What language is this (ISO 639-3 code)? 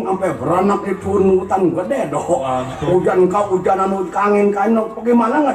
bew